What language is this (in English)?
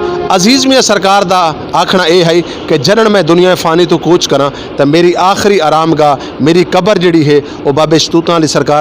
Saraiki